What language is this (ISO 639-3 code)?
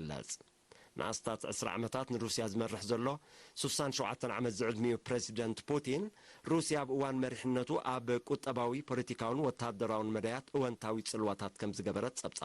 tir